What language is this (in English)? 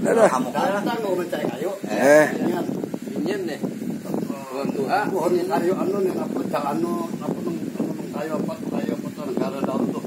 Banjar